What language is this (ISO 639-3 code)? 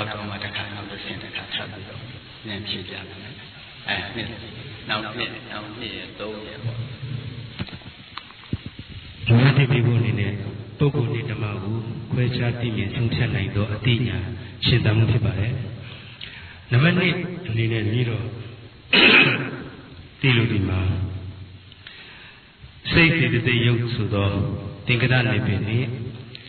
mya